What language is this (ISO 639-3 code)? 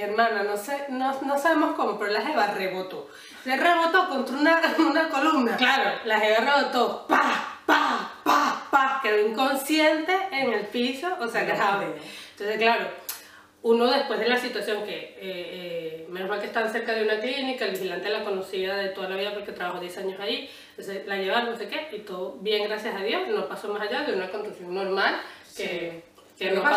spa